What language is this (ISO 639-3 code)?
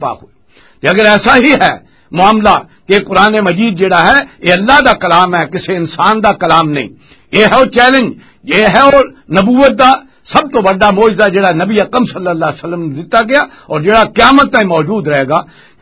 lah